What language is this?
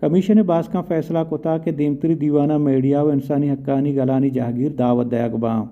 Baluchi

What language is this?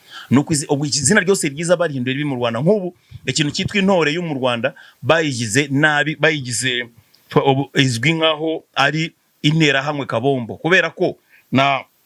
Kinyarwanda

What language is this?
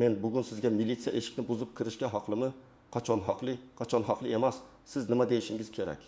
Uzbek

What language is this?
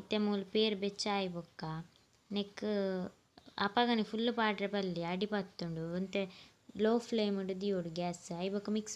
Tulu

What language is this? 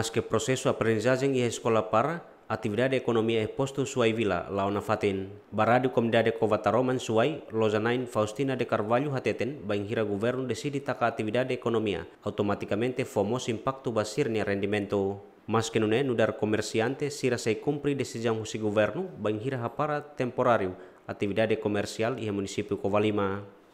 Tetum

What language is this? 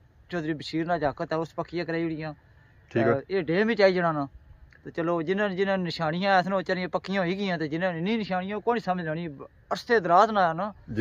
Pahari-Potwari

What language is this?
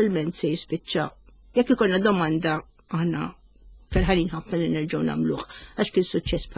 Maltese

